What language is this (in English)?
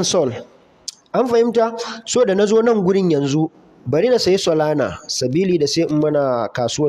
Hausa